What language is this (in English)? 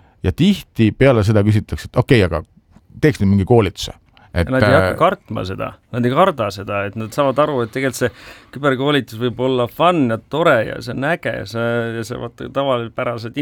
Estonian